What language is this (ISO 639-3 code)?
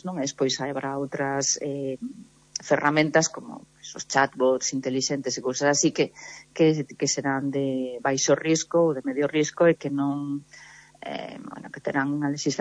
glg